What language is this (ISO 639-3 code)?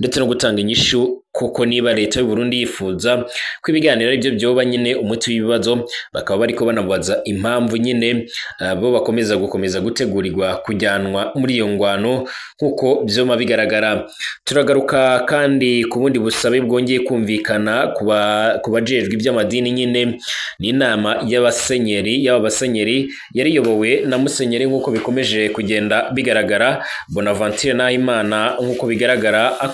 run